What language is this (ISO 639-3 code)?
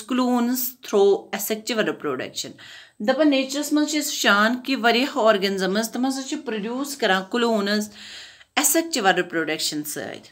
kas